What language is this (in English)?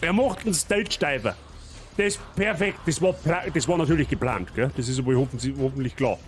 Bavarian